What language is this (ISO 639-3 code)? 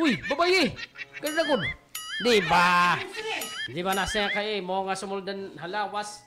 war